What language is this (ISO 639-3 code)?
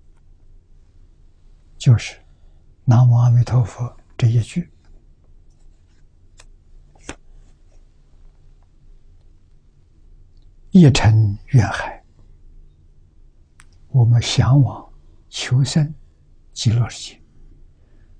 zho